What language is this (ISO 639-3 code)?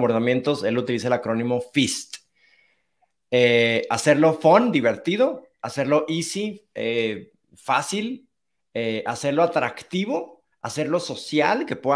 spa